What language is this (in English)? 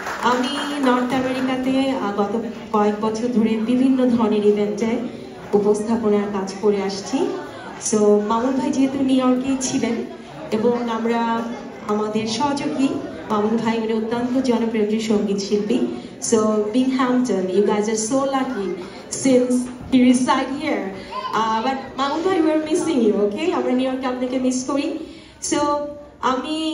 Bangla